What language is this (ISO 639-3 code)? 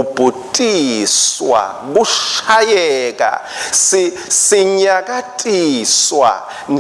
ssw